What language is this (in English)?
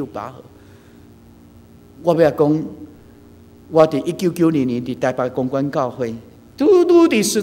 Min Nan Chinese